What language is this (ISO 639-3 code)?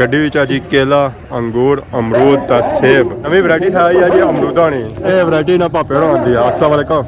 phr